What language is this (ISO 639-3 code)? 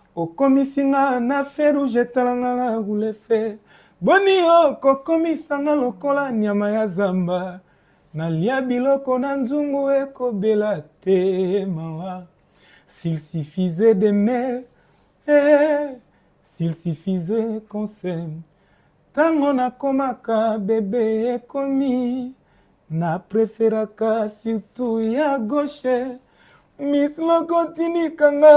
lin